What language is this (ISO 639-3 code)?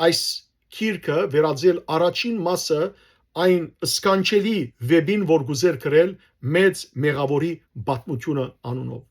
hyw